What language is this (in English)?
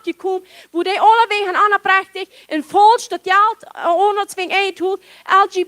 Plautdietsch